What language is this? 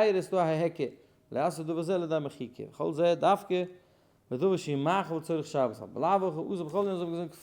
Yiddish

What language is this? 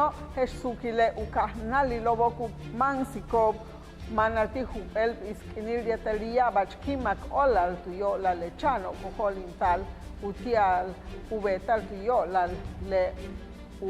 Yucateco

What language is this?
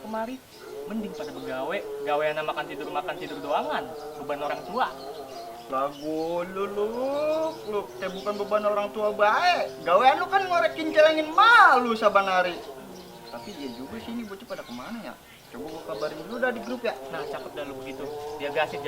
Betawi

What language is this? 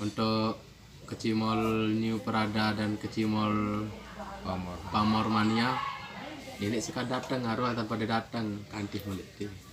Sasak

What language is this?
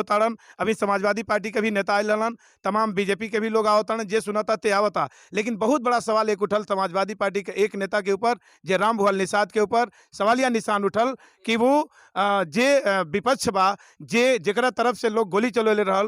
Bhojpuri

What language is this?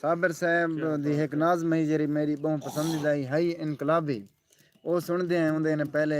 Saraiki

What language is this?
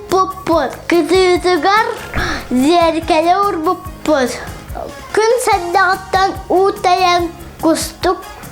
Yakut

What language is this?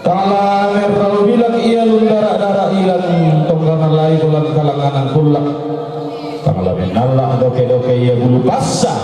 Toraja-Sa'dan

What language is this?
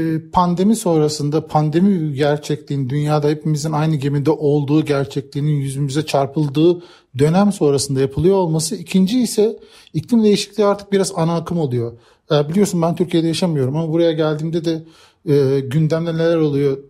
Turkish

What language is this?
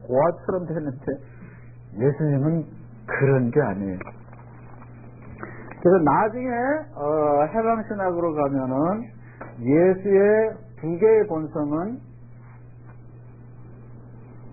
Korean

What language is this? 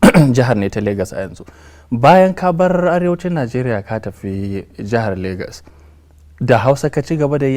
Hausa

